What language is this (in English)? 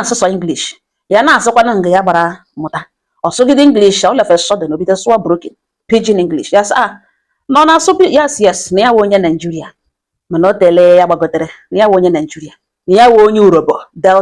Igbo